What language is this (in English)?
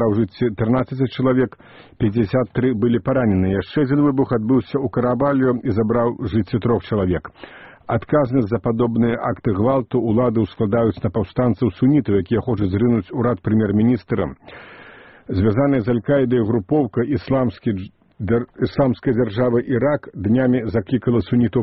Belarusian